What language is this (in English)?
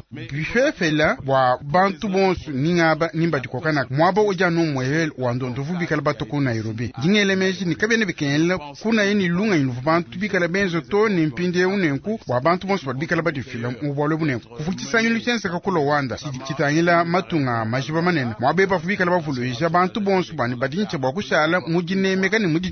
Luba-Lulua